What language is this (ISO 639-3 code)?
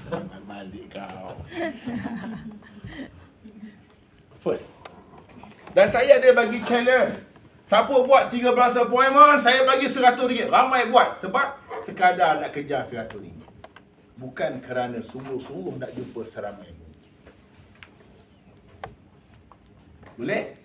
msa